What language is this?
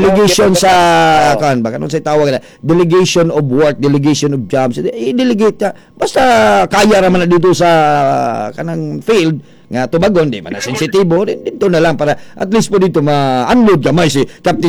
Cebuano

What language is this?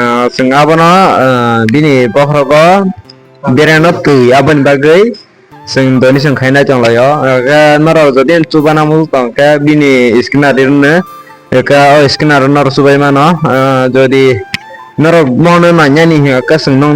Kok Borok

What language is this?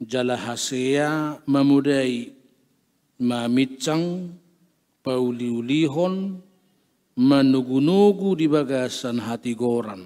Batak Toba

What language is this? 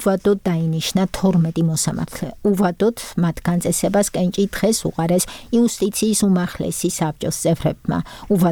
Georgian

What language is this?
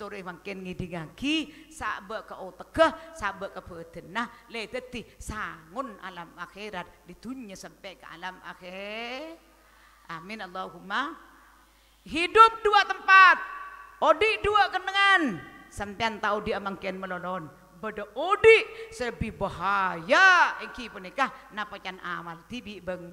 Madurese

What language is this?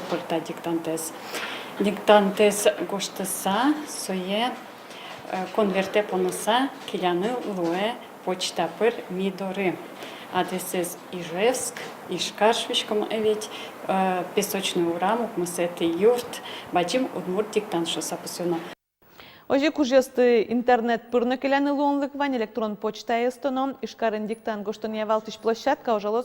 Udmurt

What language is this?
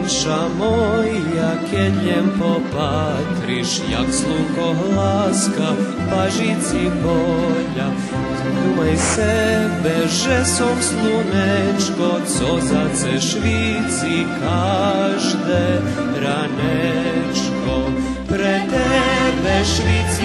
Rusyn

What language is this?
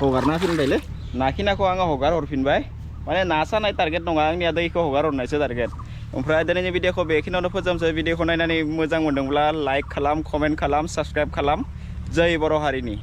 Bodo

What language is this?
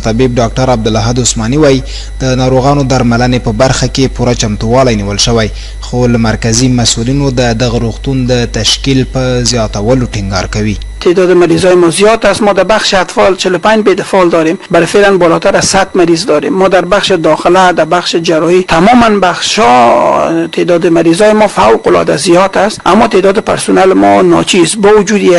Pashto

